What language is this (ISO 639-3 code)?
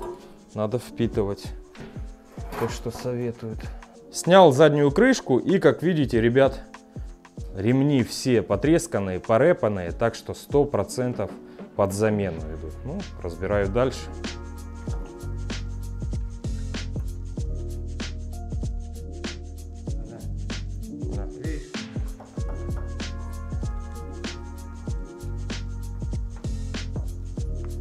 rus